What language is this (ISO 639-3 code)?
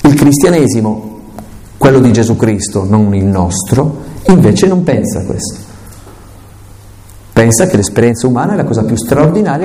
ita